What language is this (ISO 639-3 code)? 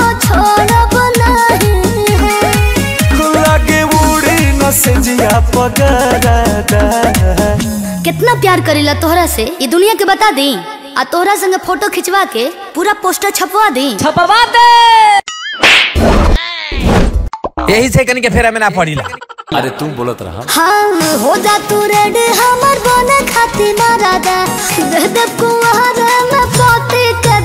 bho